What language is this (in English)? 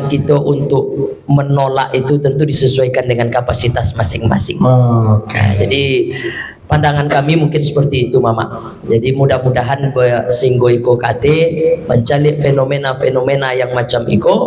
Minangkabau